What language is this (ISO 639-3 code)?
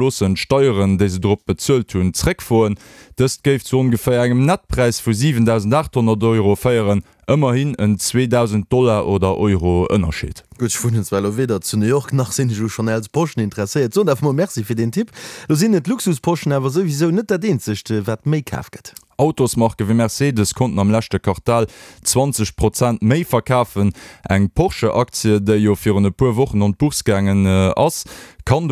ltz